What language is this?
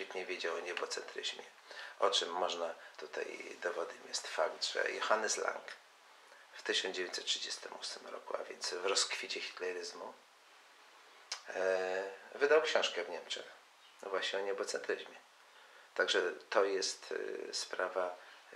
Polish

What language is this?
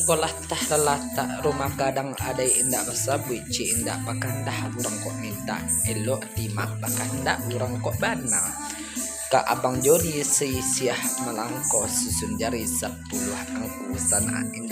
Minangkabau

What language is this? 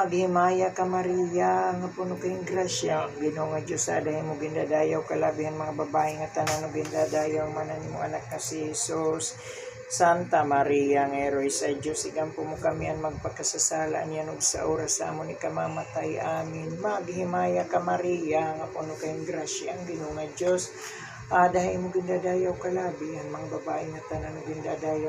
Waray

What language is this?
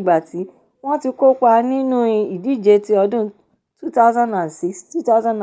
Yoruba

